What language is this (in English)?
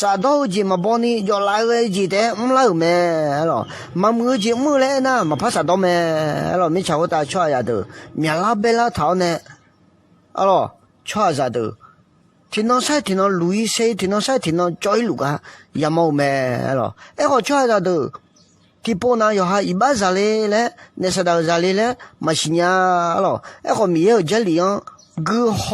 Akha